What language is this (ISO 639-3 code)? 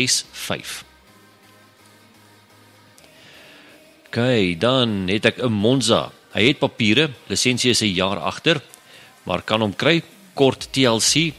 afr